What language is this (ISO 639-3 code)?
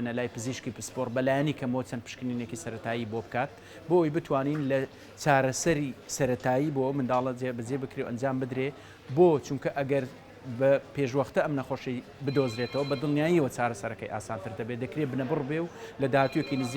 ckb